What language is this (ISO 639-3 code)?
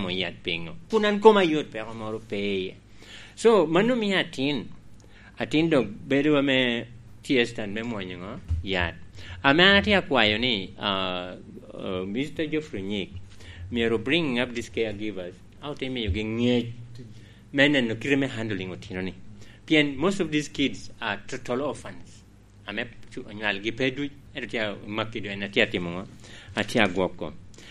laj